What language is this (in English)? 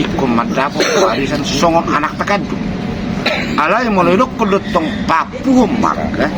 Batak Toba